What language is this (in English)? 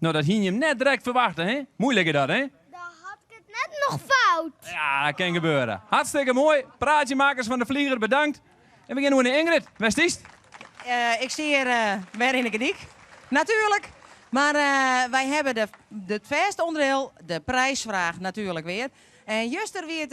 Western Frisian